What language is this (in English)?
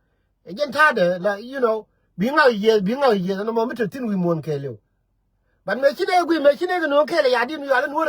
Nuer